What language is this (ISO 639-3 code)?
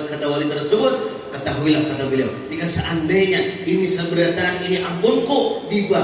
bjn